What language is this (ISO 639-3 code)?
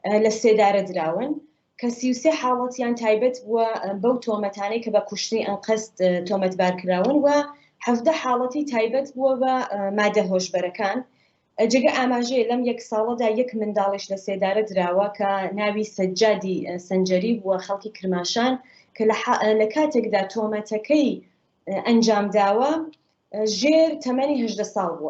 ckb